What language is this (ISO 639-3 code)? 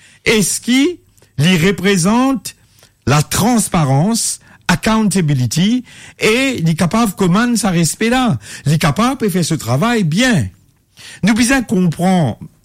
mfe